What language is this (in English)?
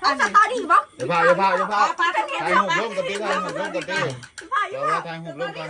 Northeastern Thai